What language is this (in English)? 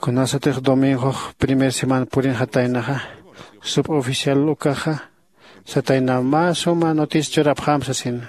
Aymara